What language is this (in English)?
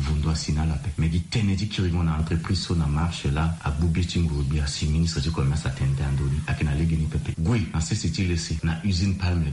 Sango